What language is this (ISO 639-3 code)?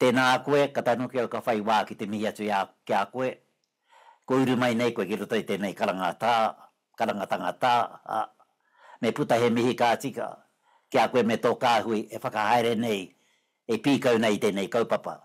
mri